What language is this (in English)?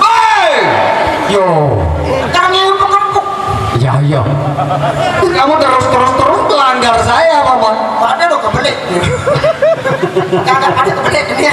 Sasak